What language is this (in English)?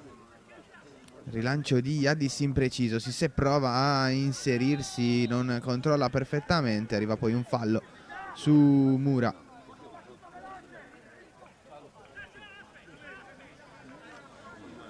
Italian